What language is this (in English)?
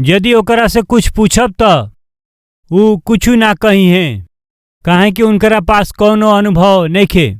Bhojpuri